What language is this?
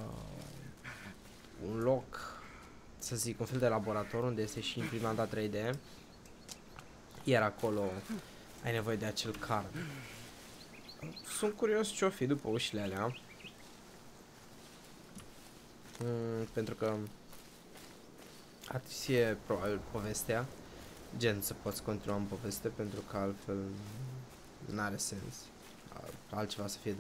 Romanian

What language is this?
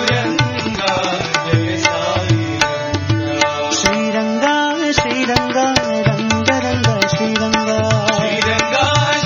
Telugu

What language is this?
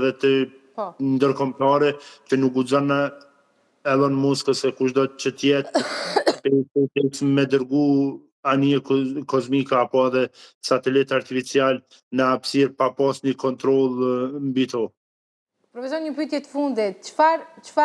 Albanian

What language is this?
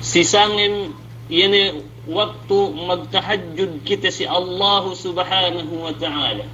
Yakan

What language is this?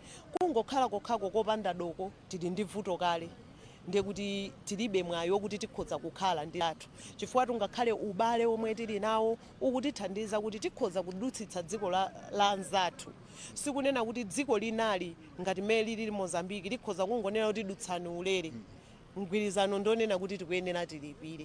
Nyanja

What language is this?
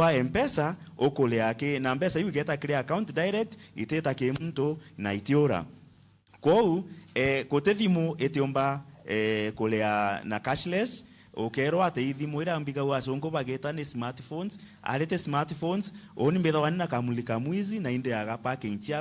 Meru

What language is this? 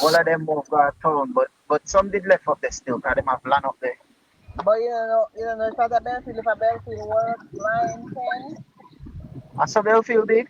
Jamaican Creole English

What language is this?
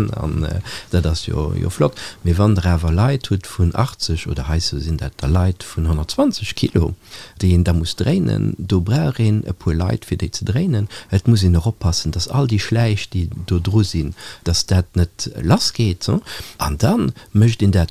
Luxembourgish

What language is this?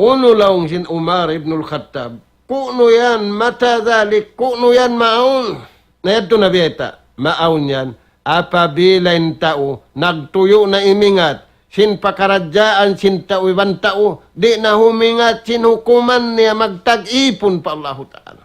Tausug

